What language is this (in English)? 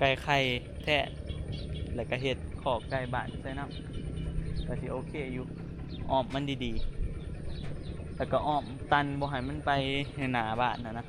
Northeastern Thai